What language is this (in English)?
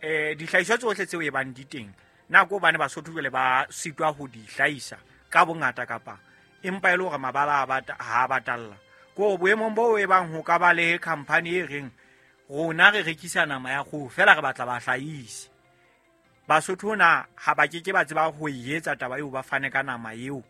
Southern Sotho